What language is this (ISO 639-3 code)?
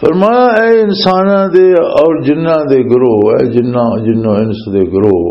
lah